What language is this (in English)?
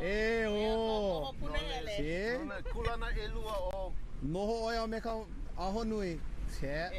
Hawaiian